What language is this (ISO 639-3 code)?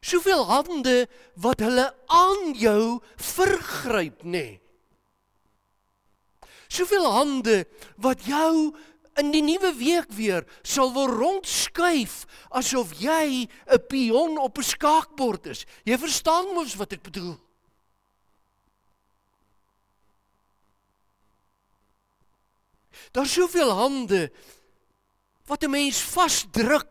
afr